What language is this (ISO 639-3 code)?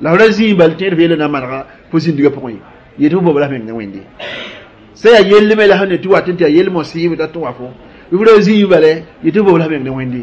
mos